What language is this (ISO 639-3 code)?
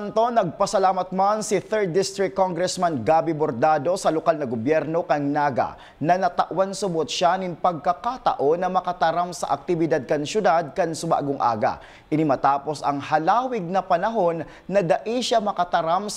bik